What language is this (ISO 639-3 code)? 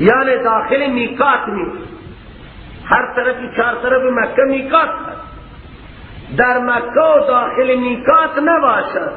fas